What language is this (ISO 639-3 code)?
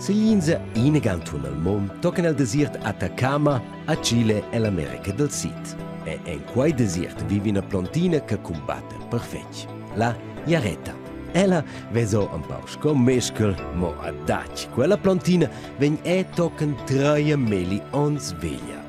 roh